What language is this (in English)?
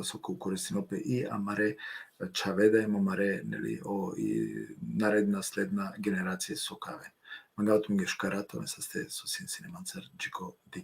Balkan Romani